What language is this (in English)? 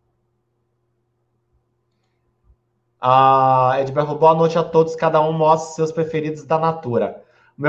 Portuguese